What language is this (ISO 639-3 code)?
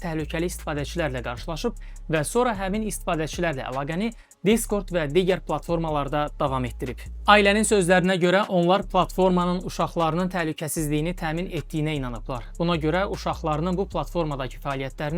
aze